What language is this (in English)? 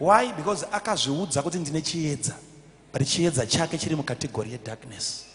Shona